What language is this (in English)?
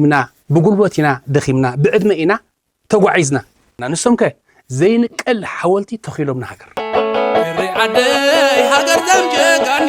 Tigrinya